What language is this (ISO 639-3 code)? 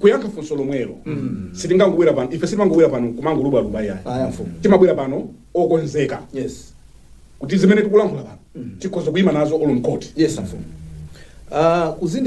nya